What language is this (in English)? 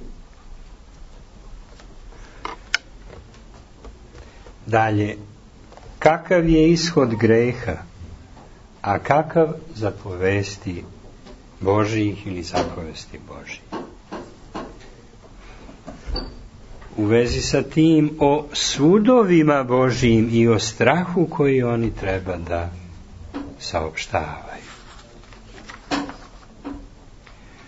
Serbian